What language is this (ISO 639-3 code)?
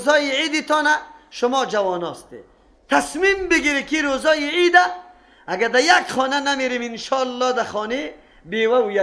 fas